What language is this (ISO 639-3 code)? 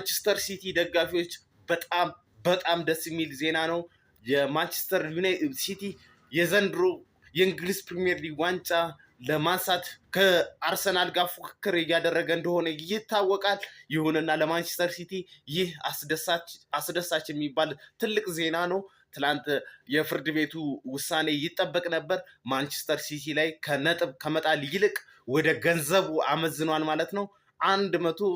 amh